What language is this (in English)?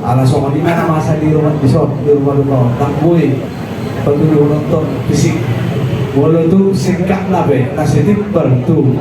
Batak Toba